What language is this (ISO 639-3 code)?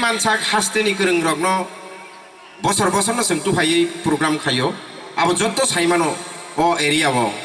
trp